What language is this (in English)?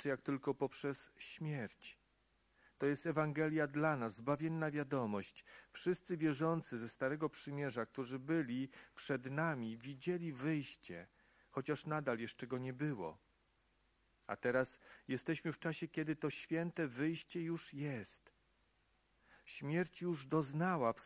Polish